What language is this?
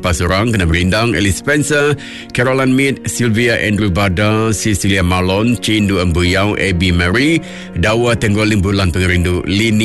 Iban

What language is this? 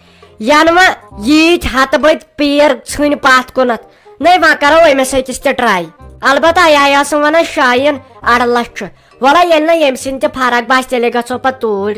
Kashmiri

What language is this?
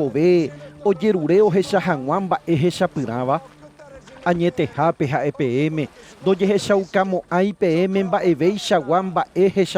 Guarani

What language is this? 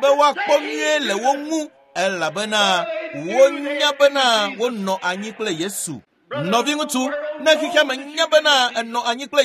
Ewe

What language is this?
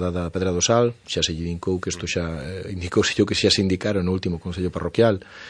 Galician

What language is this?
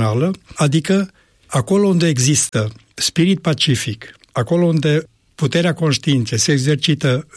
Romanian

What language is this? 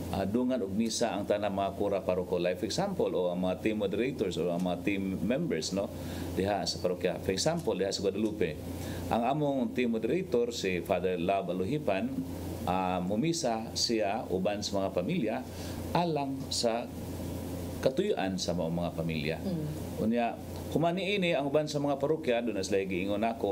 Cebuano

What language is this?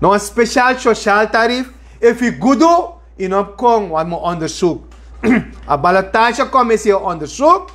Sranan Tongo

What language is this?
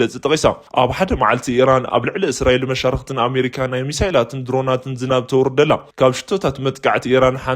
Tigrinya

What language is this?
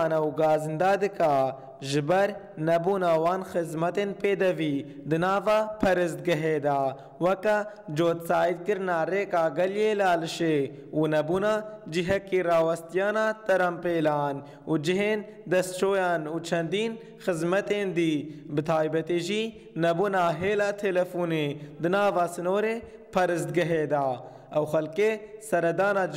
Kurdish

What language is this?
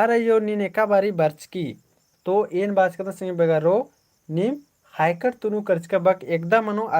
Kurukh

